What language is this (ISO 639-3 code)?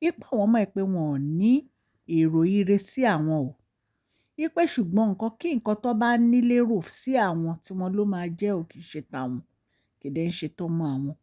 yor